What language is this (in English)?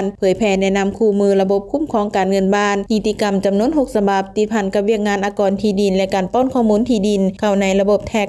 Lao